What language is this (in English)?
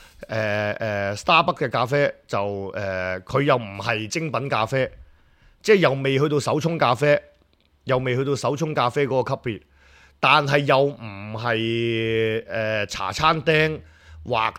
Cantonese